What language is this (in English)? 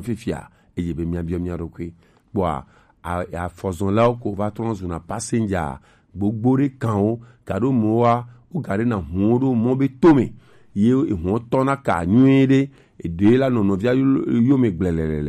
Gen